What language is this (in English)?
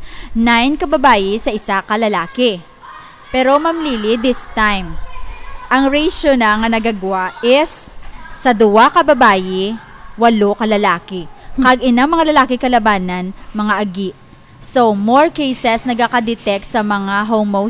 Hiligaynon